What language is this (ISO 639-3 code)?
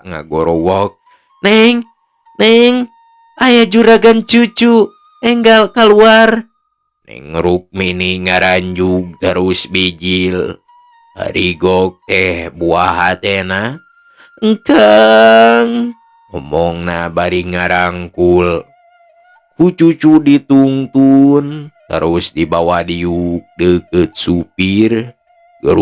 sun